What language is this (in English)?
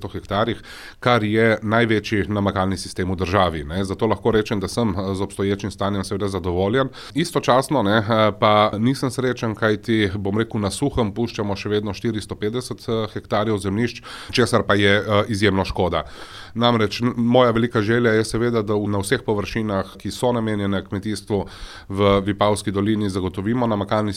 Slovenian